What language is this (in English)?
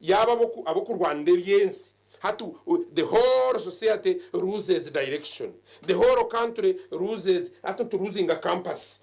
Nyankole